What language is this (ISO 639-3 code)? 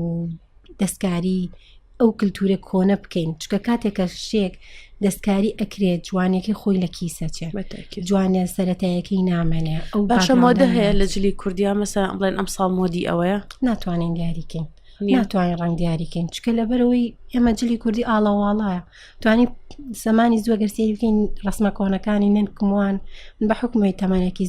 ckb